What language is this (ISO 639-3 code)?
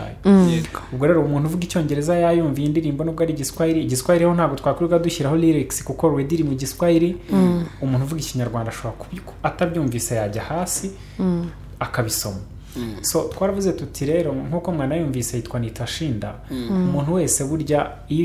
kin